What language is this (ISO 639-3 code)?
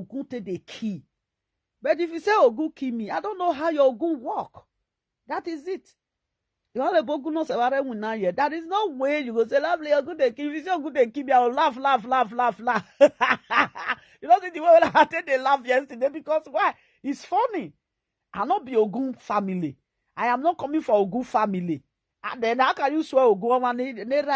pcm